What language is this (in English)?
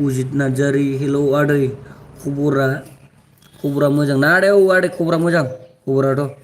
Bodo